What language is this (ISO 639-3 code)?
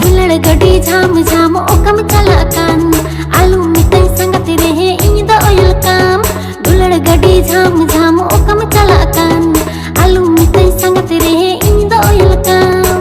sat